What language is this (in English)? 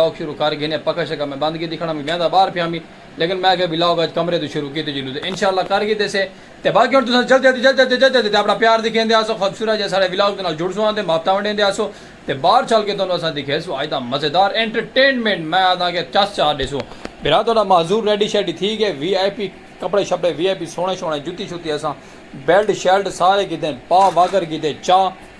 Saraiki